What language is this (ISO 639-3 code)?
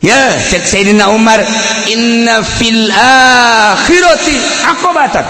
sun